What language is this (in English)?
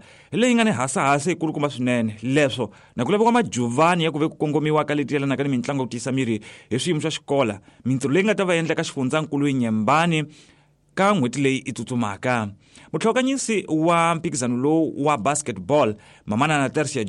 Tsonga